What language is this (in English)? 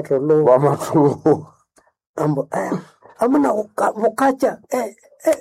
Nande